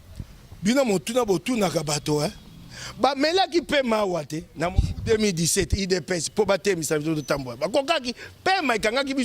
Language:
Lingala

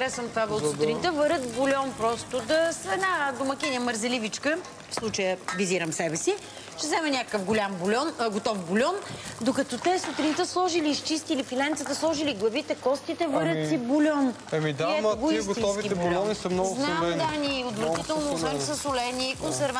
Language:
Bulgarian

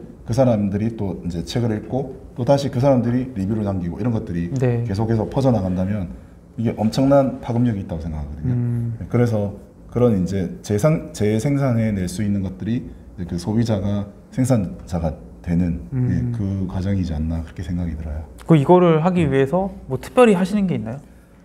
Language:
Korean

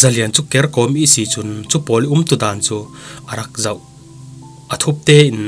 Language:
Falam Chin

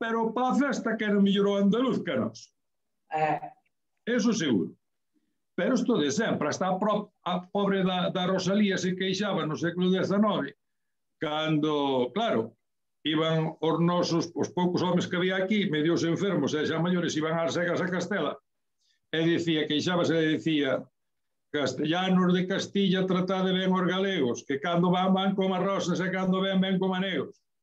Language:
Galician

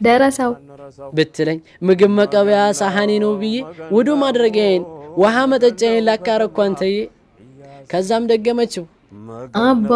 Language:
Amharic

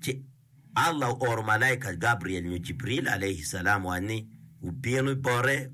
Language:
Acoli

